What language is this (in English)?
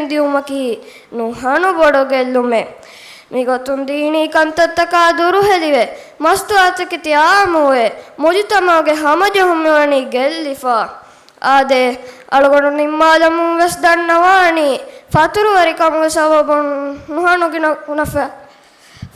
Divehi